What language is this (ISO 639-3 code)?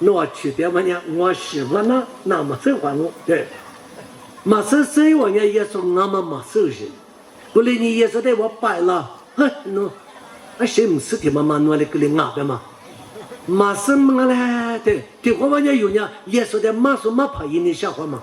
lis